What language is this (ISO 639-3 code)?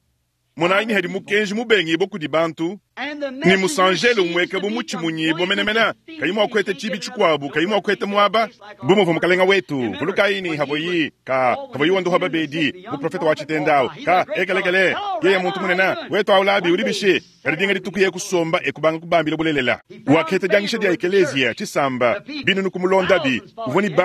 lua